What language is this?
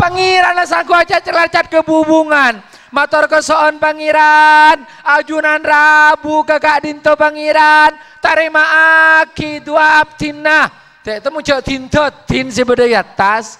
Madurese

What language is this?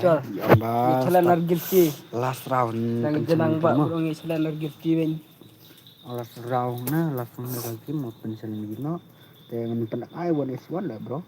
Khasi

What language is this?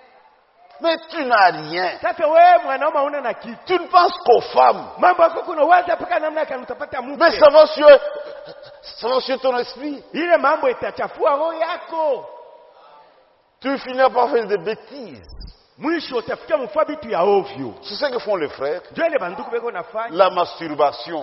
Swahili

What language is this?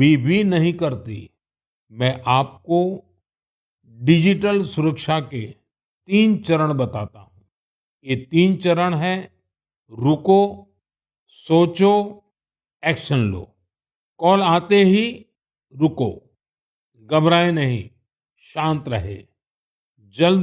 Hindi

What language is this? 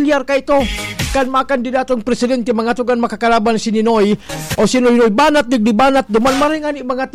Bikol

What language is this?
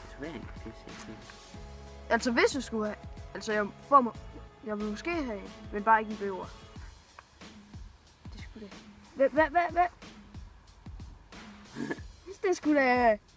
Danish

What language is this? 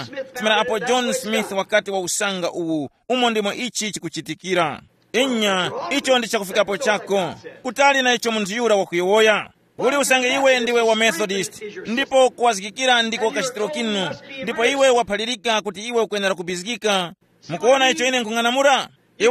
Tumbuka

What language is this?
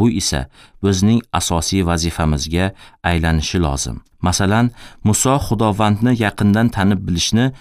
Uzbek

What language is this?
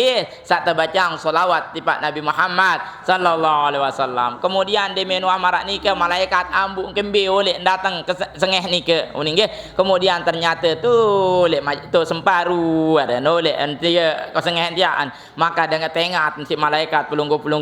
Sasak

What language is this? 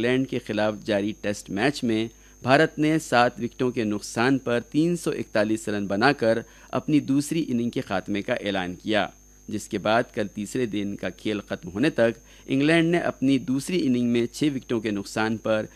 Urdu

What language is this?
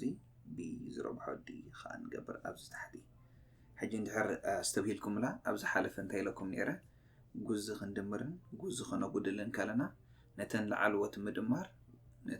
Tigrinya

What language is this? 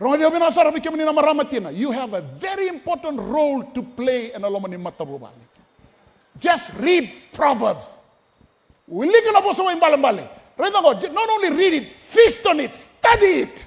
Fijian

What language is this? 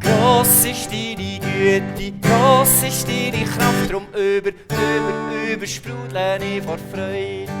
Swiss German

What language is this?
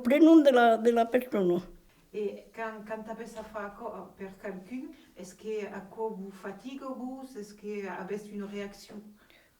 Occitan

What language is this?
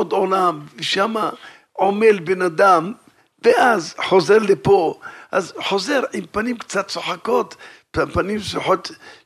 Hebrew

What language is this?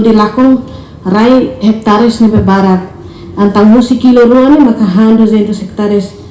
Tetum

